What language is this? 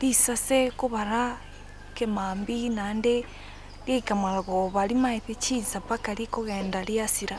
Gusii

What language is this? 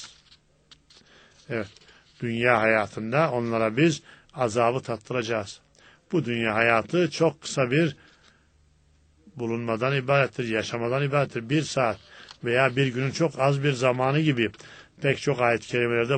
Turkish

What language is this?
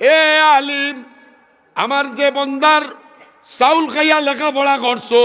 Sylheti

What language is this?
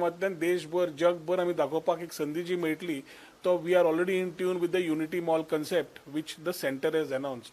Konkani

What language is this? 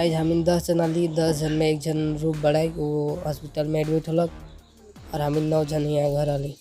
Sadri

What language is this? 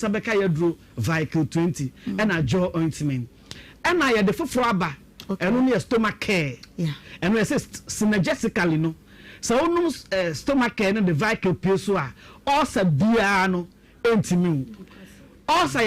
Akan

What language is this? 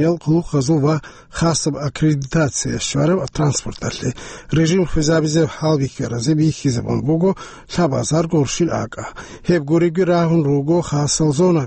Avaric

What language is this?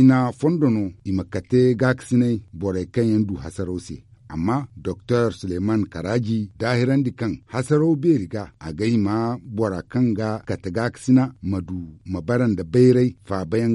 Zarma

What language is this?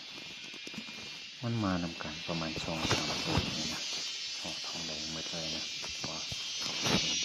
Lao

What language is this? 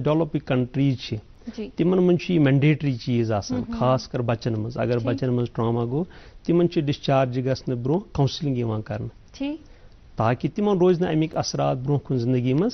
Kashmiri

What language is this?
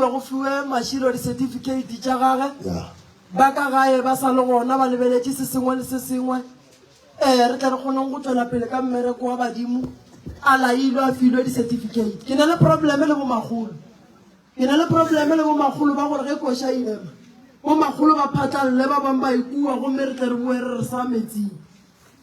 Northern Sotho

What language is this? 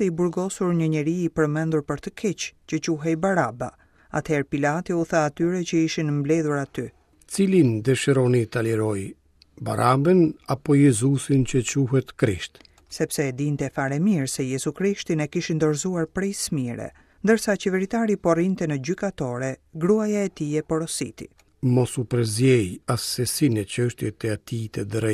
Albanian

